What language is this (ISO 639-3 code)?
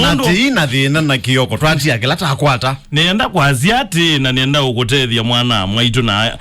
kam